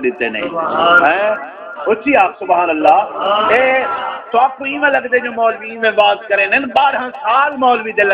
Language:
Saraiki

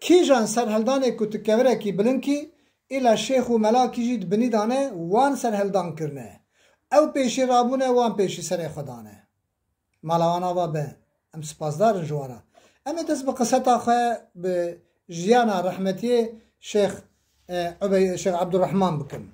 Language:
Kurdish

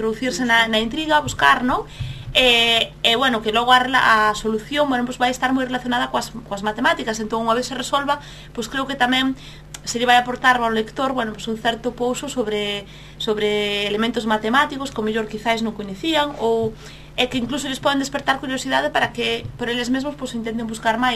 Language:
Galician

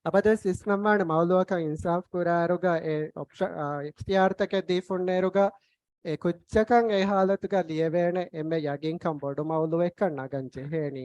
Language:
Divehi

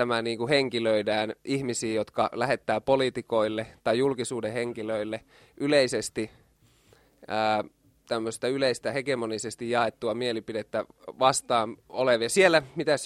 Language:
Finnish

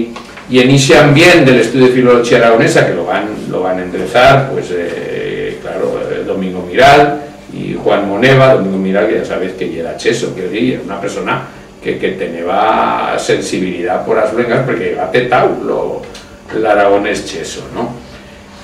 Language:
Aragonese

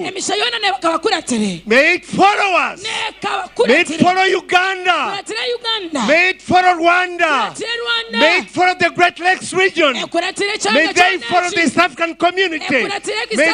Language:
Nyankole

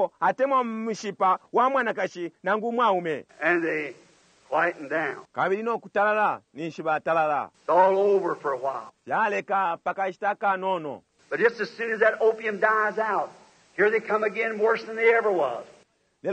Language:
Bemba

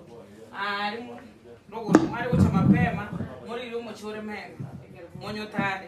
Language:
Gusii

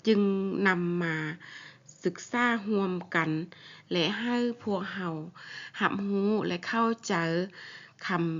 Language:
Lao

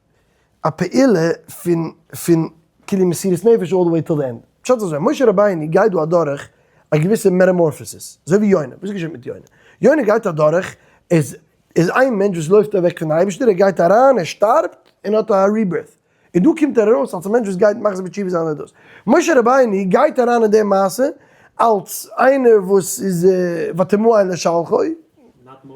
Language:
Yiddish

